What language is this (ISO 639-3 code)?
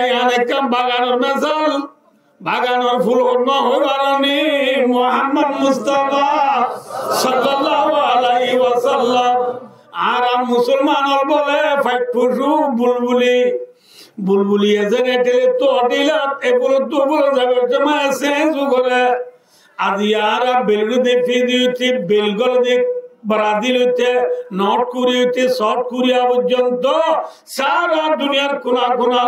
rhg